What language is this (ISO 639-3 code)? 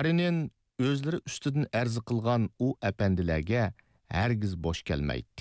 uig